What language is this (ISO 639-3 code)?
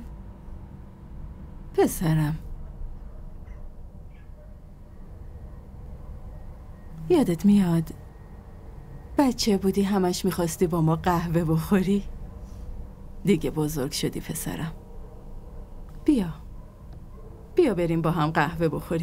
fas